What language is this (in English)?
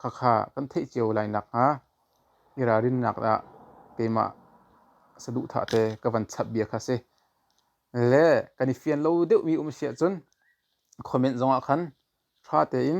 Hakha Chin